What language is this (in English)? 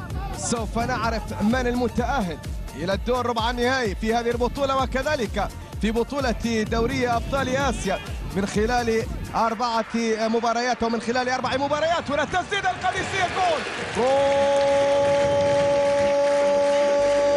Gulf Arabic